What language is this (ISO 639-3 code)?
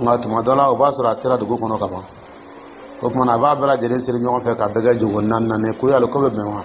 dyu